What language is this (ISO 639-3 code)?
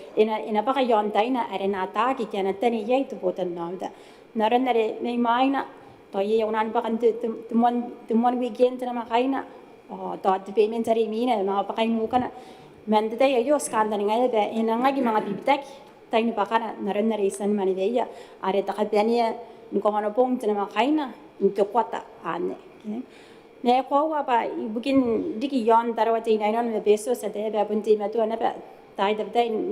gil